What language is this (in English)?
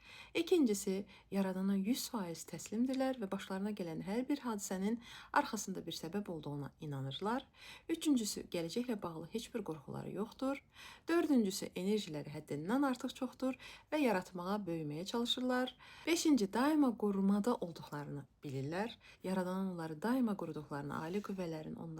Azerbaijani